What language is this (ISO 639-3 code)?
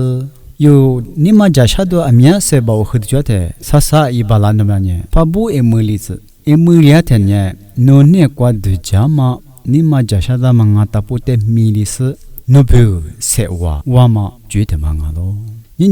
lis